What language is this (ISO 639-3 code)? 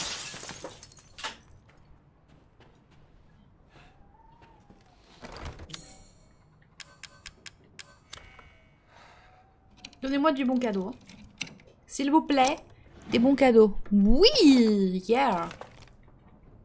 fra